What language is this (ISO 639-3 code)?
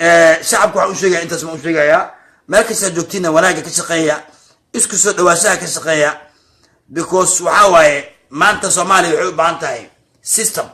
som